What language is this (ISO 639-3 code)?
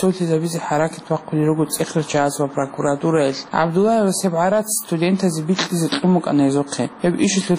ava